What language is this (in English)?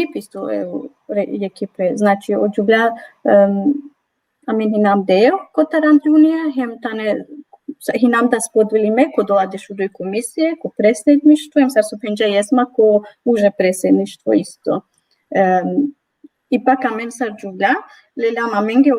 Balkan Romani